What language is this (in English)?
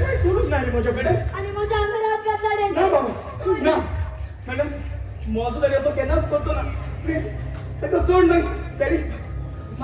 Konkani